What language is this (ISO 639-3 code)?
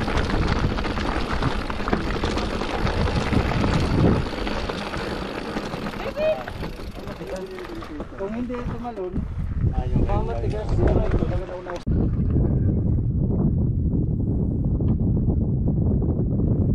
fil